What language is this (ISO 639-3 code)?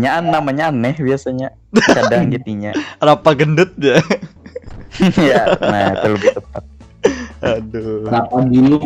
bjn